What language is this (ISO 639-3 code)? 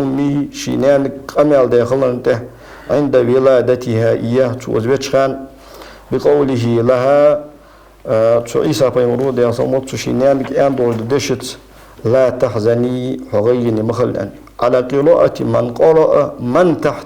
inh